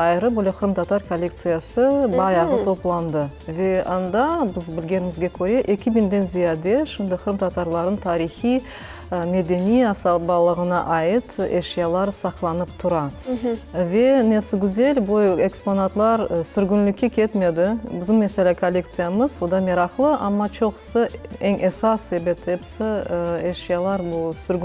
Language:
Crimean Tatar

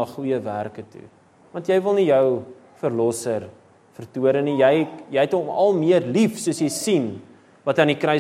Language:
Afrikaans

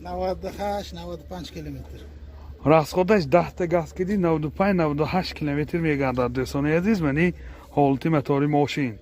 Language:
Tajik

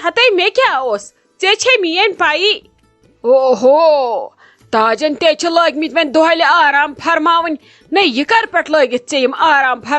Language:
Kashmiri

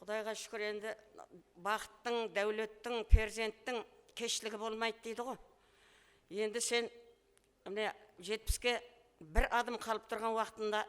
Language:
Kara-Kalpak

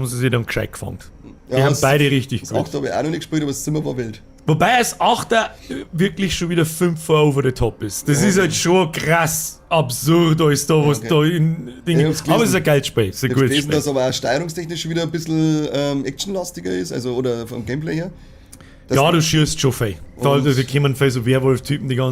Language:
Bavarian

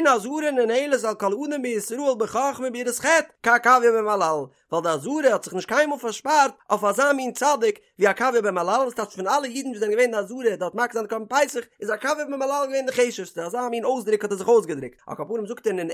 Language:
Yiddish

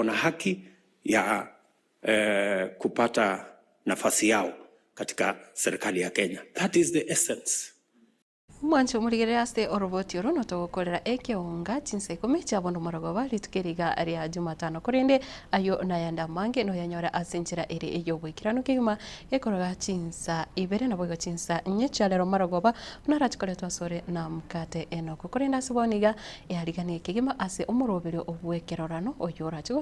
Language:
Gusii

